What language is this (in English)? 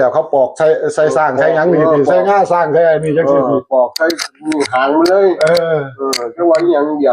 Northeastern Thai